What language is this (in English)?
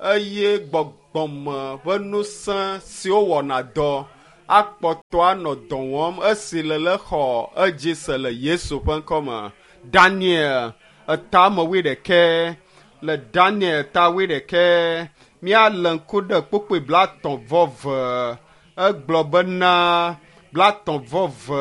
Ewe